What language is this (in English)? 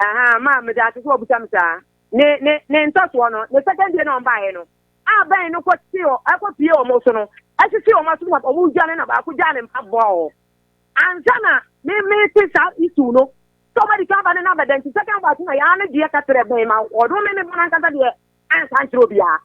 Akan